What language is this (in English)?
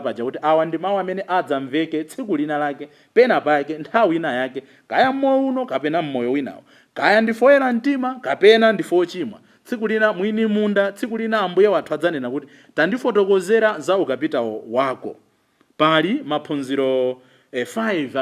Nyanja